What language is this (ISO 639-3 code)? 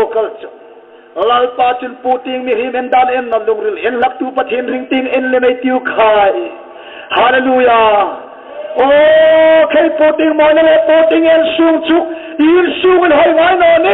hmr